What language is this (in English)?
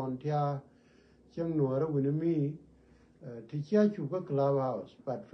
Nuer